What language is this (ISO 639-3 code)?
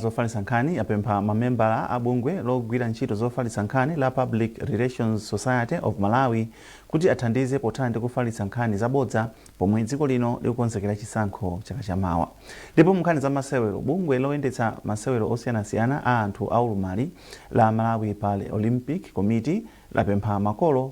nya